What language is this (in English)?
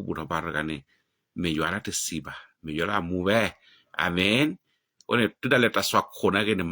S'gaw Karen